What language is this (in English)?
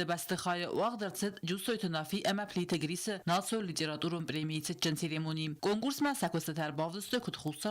Ossetic